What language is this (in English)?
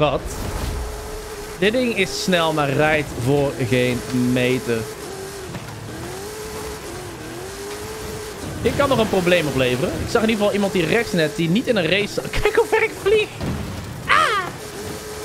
Dutch